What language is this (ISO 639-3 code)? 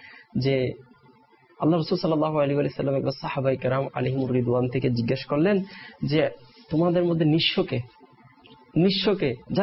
ben